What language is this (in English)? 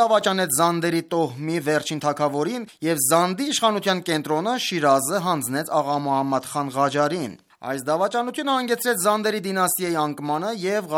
Armenian